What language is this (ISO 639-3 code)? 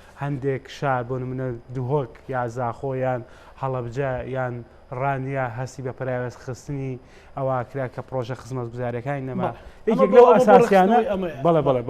ckb